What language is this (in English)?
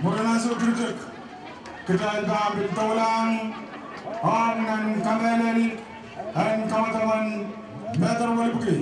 Pohnpeian